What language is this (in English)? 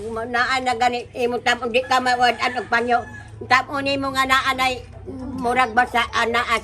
Cebuano